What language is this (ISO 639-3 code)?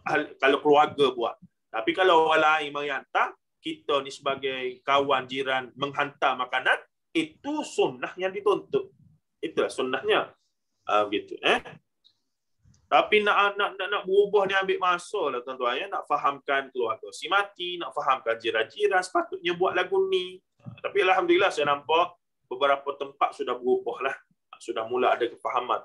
msa